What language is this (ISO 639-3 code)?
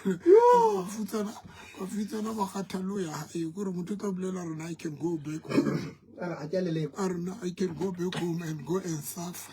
sot